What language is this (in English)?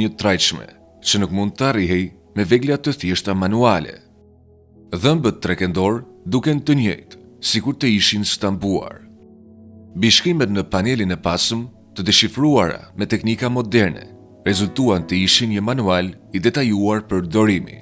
Albanian